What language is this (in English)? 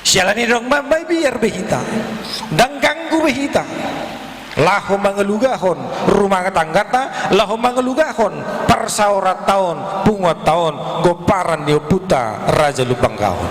Batak Toba